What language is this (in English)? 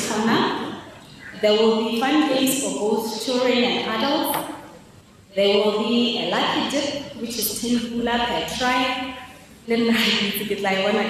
Tswana